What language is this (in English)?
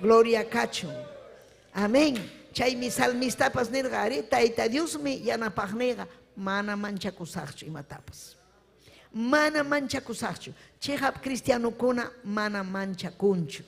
Ayacucho Quechua